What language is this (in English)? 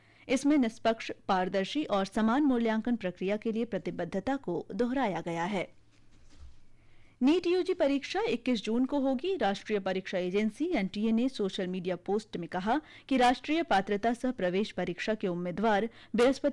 Hindi